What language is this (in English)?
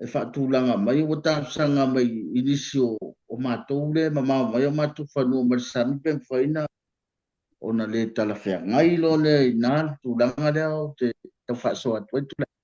Samoan